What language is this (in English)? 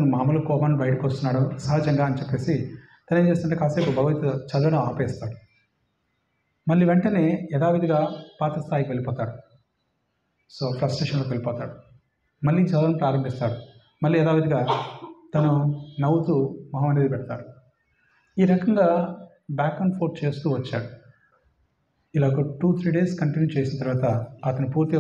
Telugu